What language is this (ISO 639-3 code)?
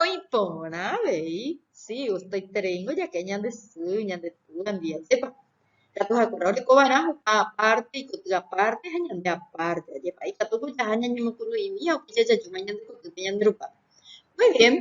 grn